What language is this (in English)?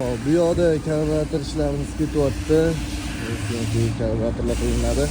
Uzbek